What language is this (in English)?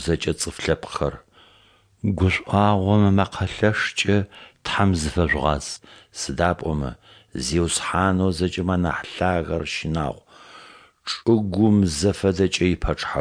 Adyghe